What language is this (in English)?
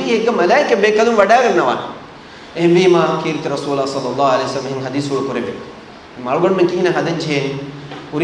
Divehi